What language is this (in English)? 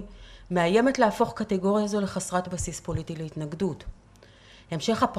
Hebrew